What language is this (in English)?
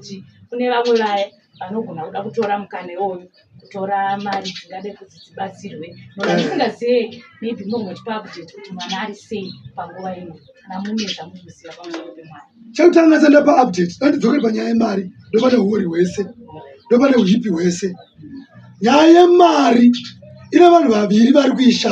Shona